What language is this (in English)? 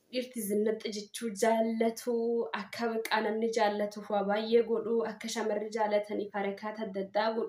Oromo